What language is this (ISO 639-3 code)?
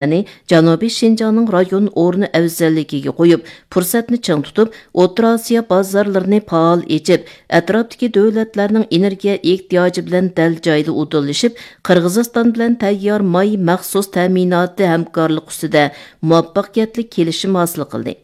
uig